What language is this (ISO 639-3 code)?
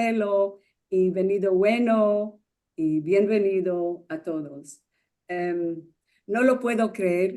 lad